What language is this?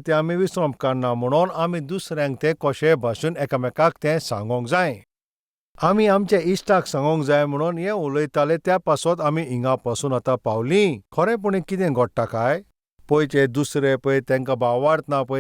Konkani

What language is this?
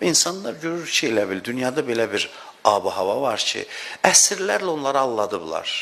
Azerbaijani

